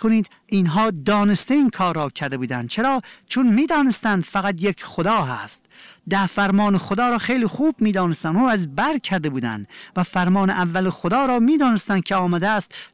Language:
Persian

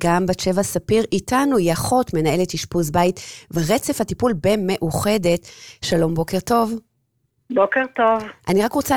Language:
Hebrew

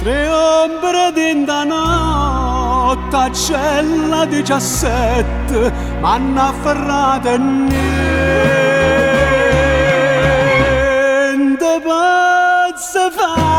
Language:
Neapolitan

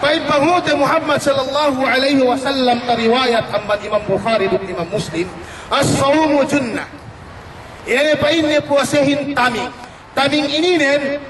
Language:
Yakan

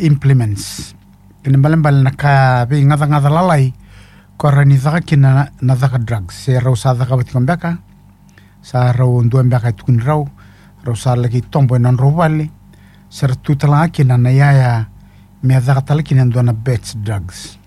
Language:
Fijian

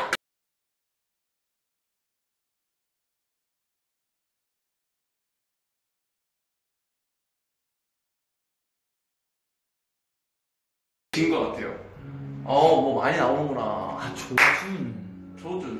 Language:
Korean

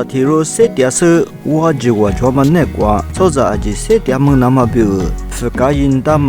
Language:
Lisu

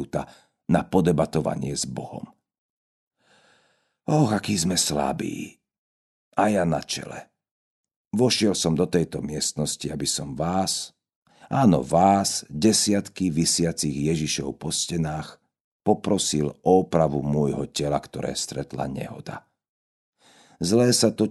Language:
Slovak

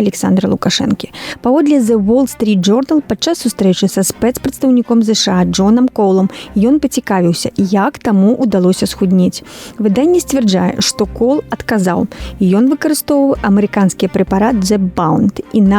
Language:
Belarusian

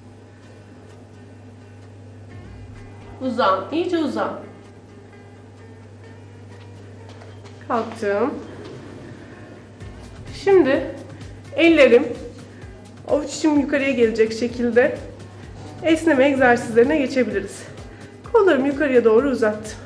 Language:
Turkish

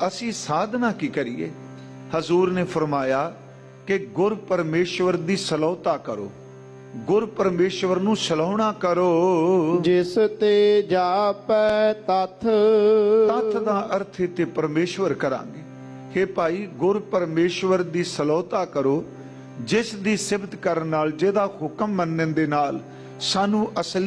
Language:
Punjabi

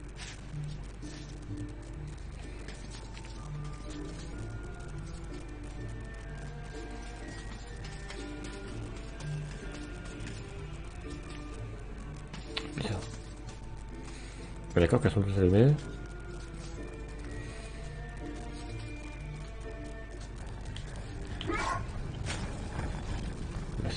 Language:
French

